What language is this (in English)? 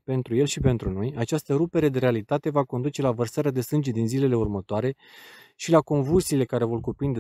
Romanian